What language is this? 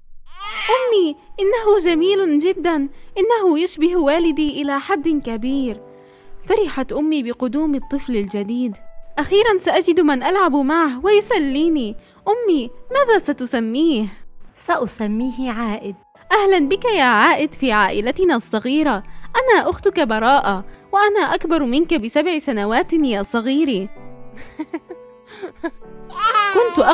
Arabic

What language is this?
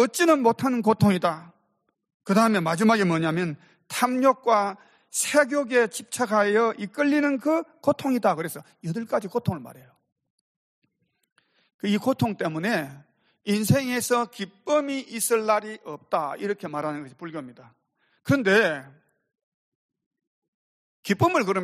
Korean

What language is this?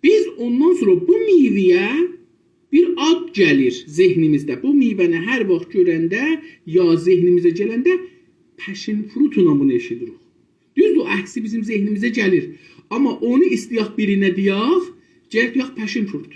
South Azerbaijani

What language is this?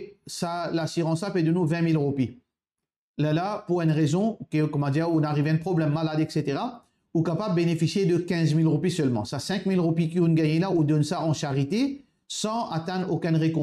Morisyen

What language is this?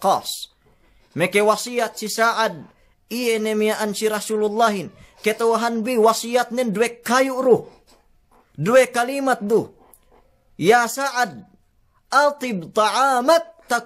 Yakan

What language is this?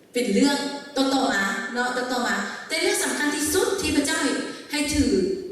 Lao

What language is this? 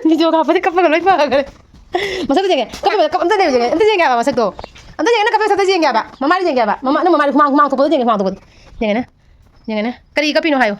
Manipuri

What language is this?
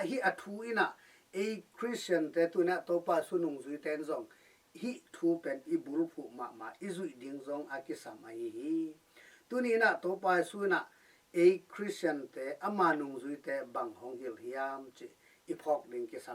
Tedim Chin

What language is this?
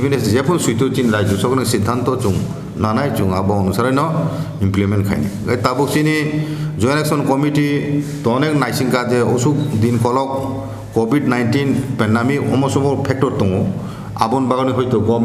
Kok Borok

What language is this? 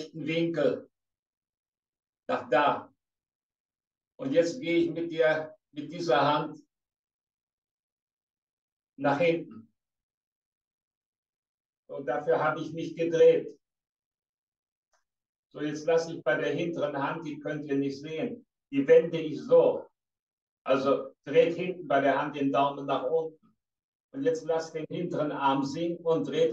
German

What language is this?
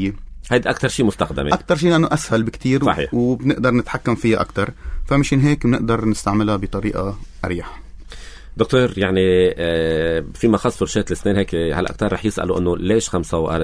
North Levantine Arabic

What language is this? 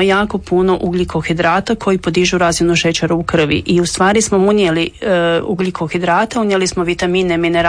Croatian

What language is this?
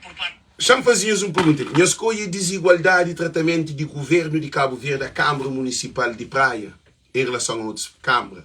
Kabuverdianu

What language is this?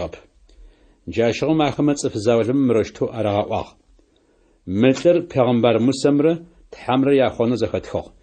Adyghe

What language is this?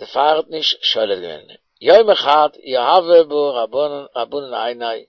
Yiddish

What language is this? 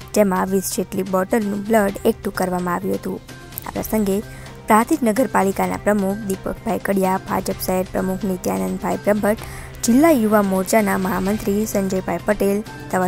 Gujarati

